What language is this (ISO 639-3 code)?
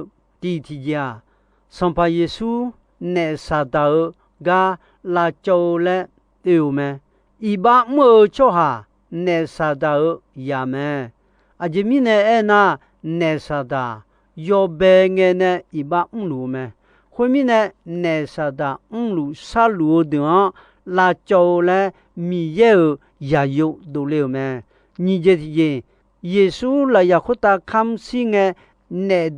ahk